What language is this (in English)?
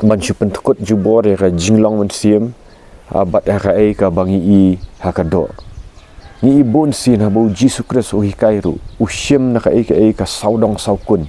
Khasi